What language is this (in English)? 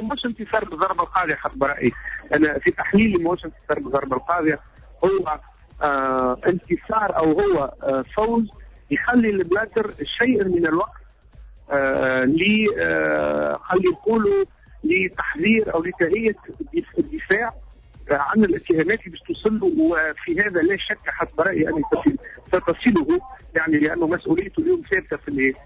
Tunisian Arabic